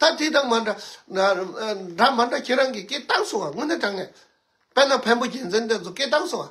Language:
Tibetan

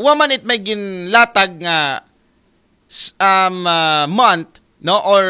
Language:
Aklanon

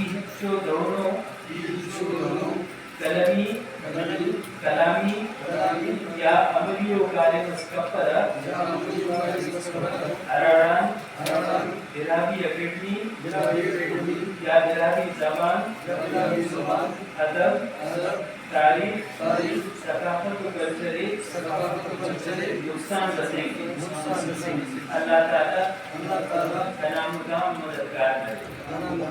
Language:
Brahui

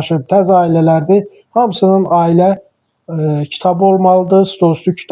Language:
Azerbaijani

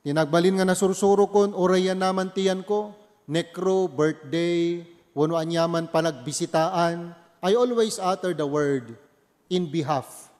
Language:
Iloko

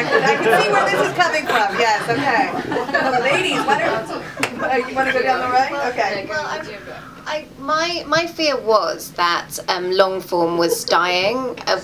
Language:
English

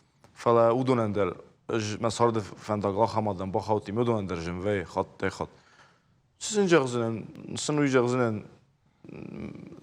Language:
Ossetic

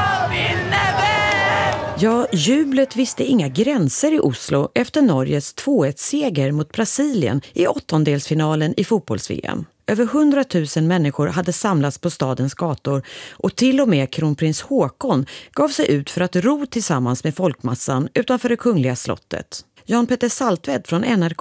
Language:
Swedish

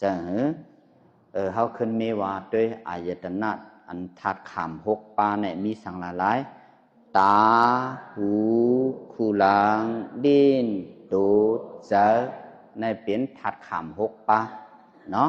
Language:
Shan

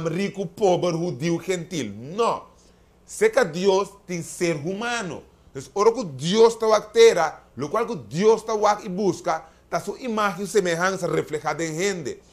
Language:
Papiamento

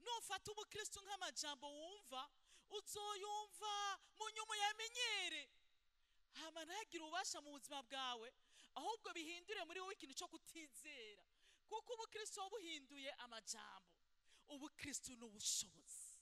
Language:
Rundi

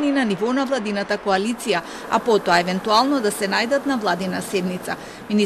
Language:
Macedonian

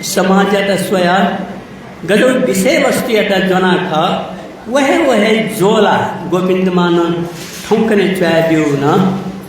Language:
Newari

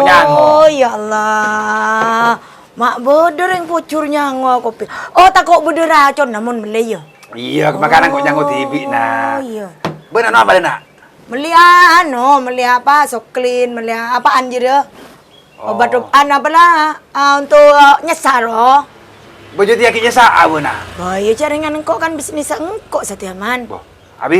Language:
Madurese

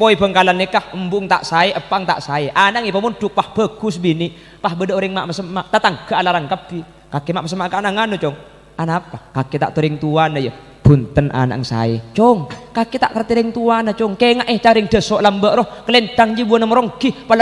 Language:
Madurese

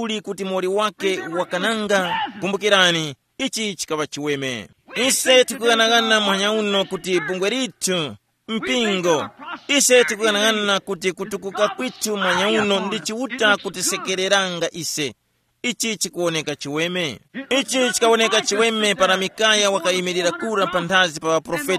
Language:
Tumbuka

